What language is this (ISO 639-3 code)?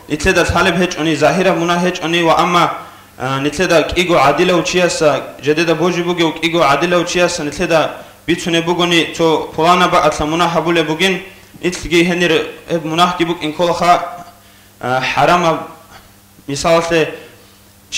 ava